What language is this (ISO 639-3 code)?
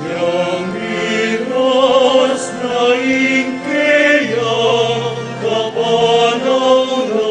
pam